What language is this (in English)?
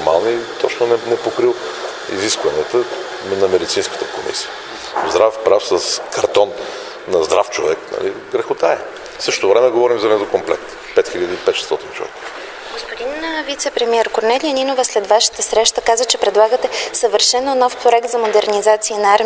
Bulgarian